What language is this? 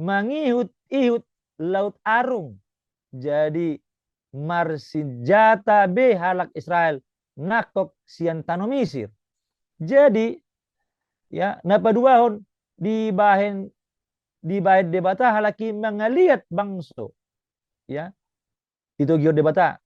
Batak Toba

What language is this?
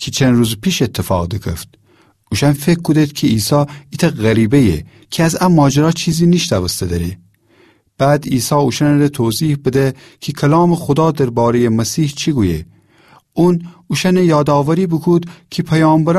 Gilaki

